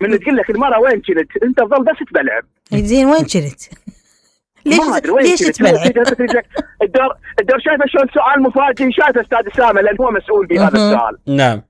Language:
Mesopotamian Arabic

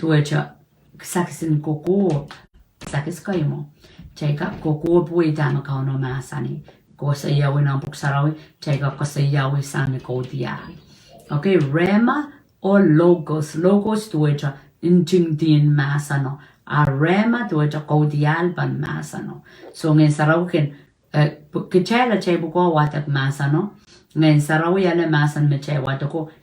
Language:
Pohnpeian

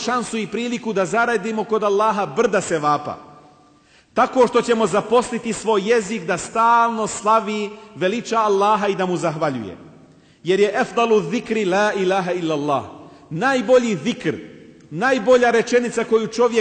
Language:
Bosnian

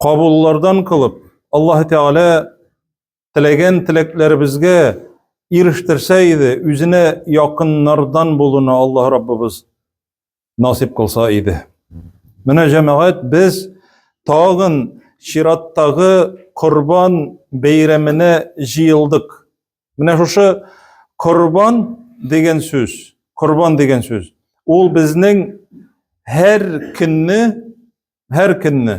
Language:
Tatar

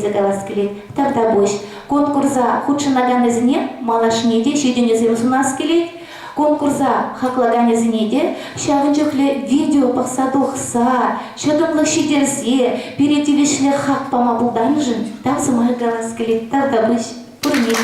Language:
Chuvash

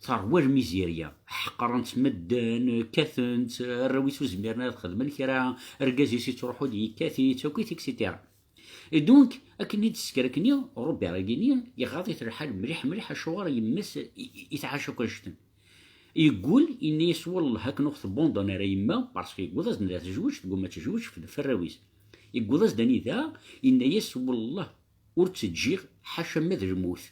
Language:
Kabyle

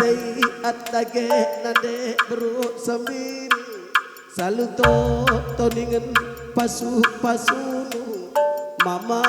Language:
Batak Karo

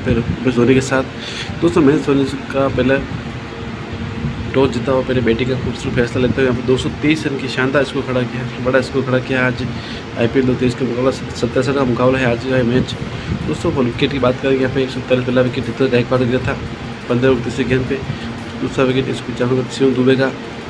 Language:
Hindi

